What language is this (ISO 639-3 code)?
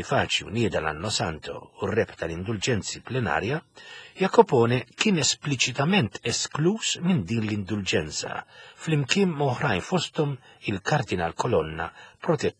mlt